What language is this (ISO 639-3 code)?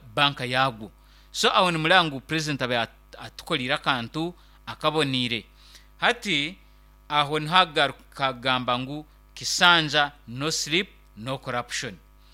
nyn